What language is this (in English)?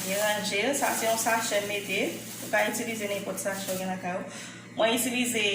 Haitian Creole